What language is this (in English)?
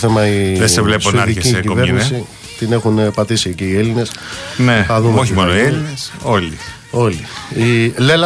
Greek